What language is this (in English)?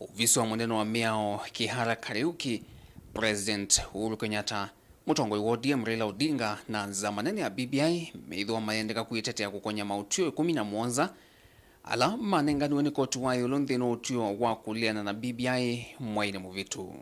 Kamba